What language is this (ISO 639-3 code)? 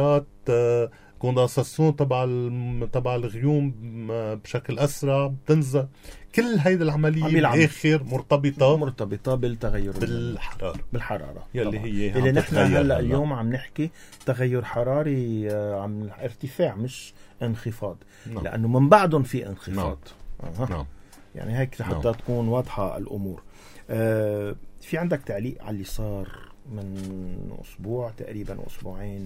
apc